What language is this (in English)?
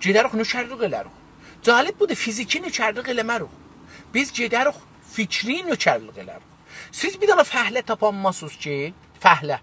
South Azerbaijani